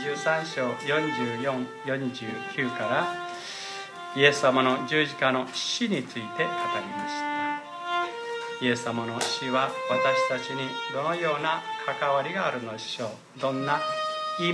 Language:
Japanese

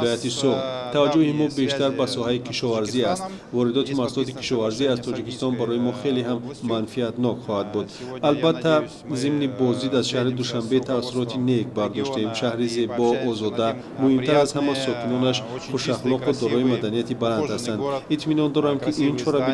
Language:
Tajik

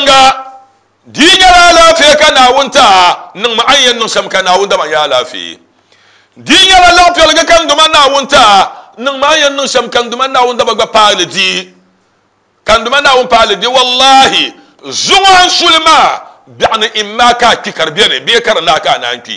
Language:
Dagbani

